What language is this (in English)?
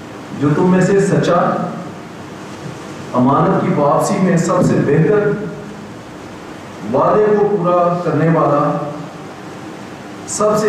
Urdu